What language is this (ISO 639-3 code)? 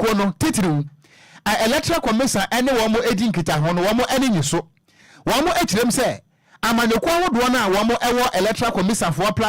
aka